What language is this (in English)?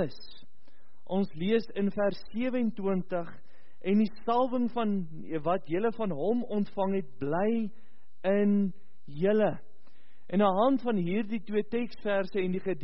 Afrikaans